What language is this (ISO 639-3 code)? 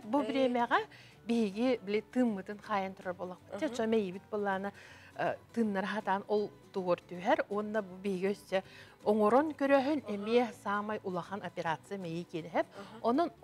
sah